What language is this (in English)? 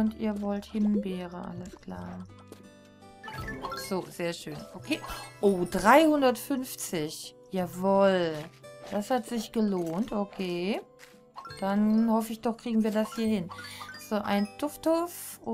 German